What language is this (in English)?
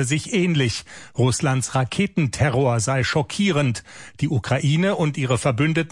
German